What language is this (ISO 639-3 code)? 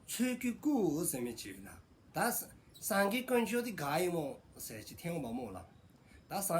dzo